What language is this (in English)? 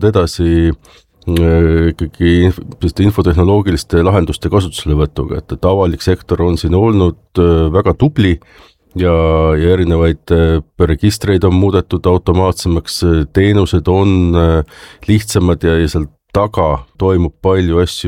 Estonian